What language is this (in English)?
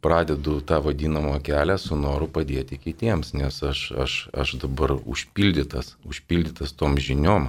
Lithuanian